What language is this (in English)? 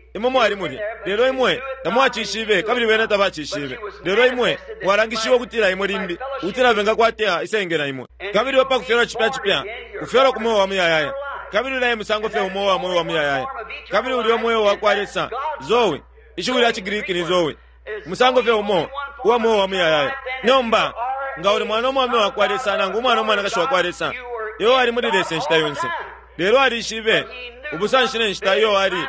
Bemba